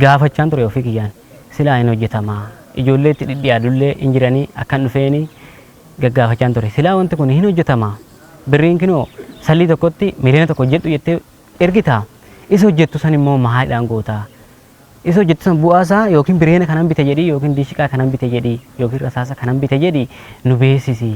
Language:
Oromo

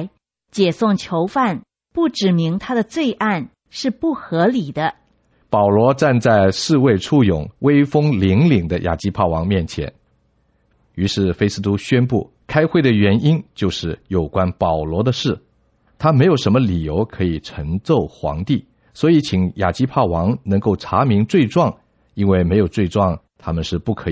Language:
Chinese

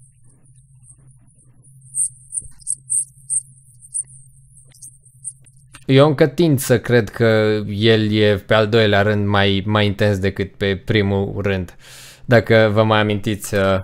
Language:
Romanian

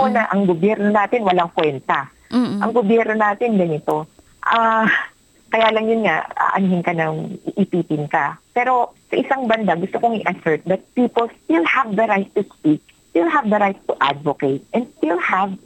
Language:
Filipino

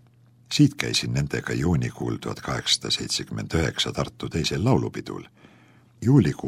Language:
Estonian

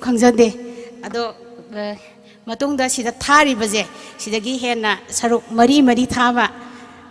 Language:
Manipuri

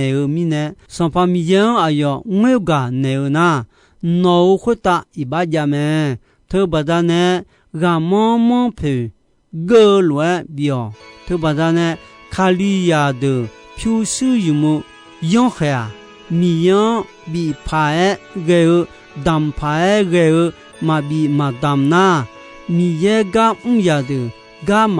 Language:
Akha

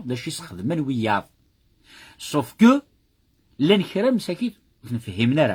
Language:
Kabyle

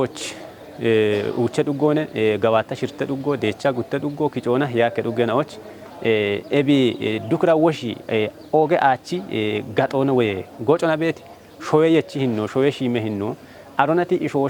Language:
Kafa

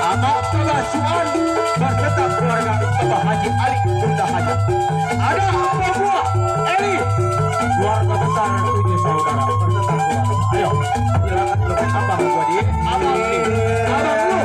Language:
Betawi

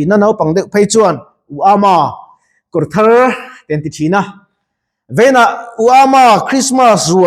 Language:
Mizo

